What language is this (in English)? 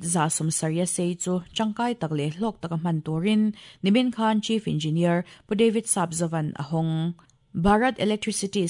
Mizo